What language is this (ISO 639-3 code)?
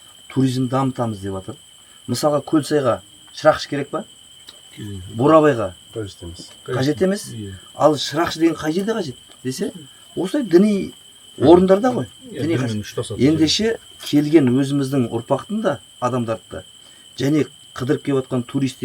kaz